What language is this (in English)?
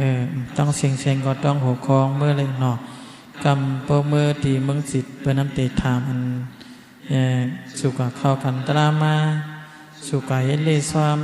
Shan